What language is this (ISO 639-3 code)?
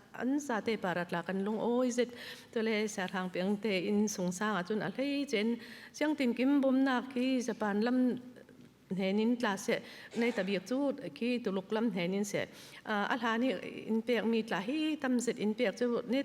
cfm